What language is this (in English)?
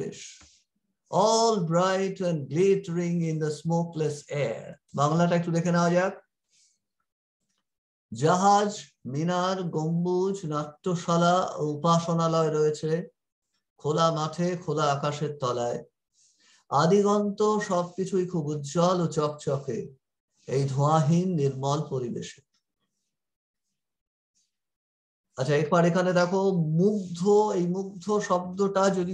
Bangla